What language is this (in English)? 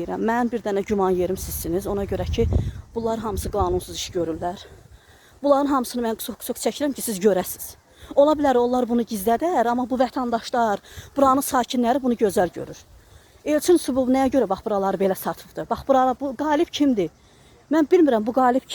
Azerbaijani